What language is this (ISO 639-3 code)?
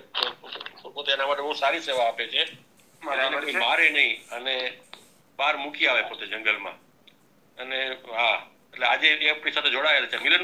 guj